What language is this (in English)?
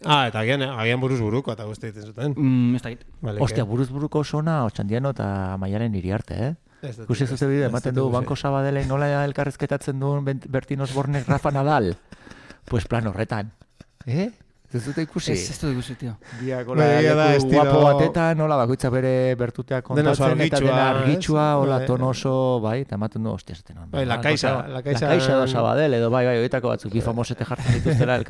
Basque